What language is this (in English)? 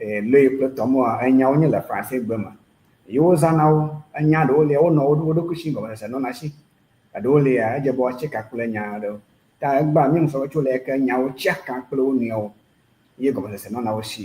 Ewe